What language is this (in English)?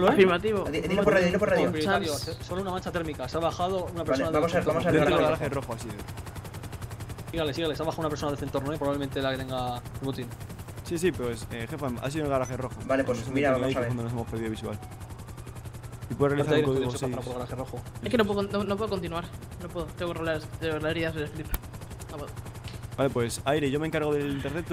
Spanish